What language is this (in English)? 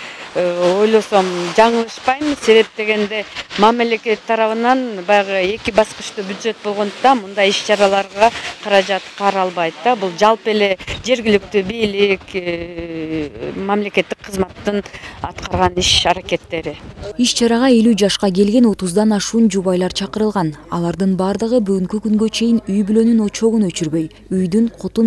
Kyrgyz